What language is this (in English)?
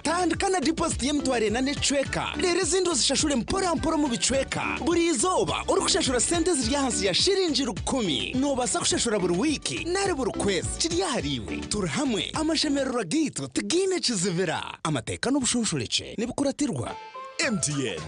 Nyankole